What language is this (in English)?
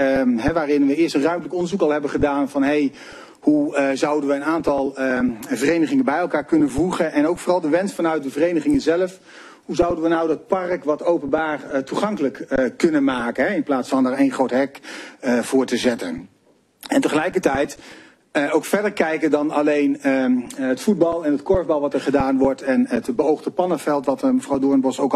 Dutch